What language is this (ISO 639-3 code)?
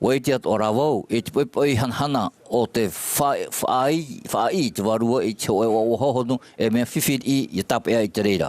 tah